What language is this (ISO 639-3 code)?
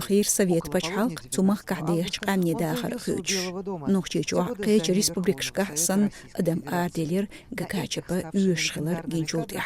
che